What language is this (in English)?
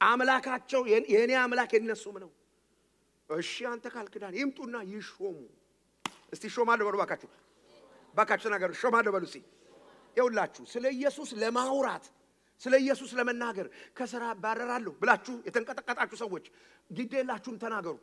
Amharic